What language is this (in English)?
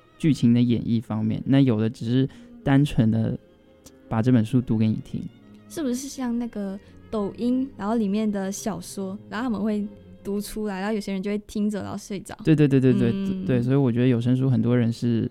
Chinese